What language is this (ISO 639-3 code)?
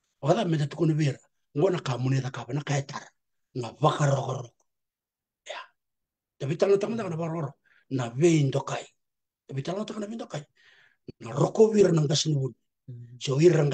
fij